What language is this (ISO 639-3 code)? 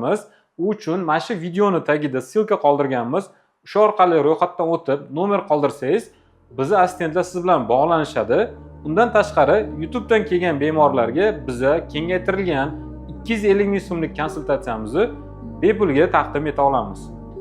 uzb